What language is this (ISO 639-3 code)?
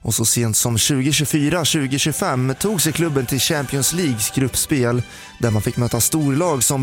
swe